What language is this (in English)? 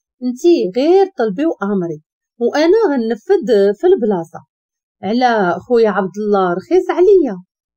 Moroccan Arabic